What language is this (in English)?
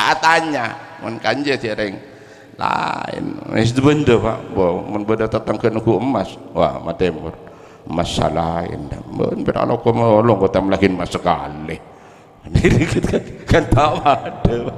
Madurese